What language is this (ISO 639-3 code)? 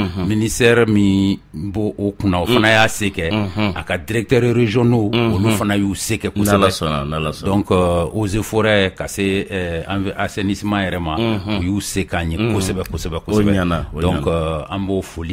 bam